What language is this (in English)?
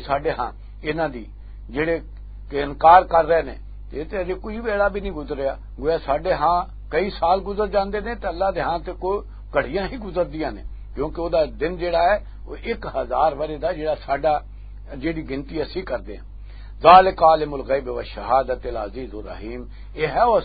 Western Panjabi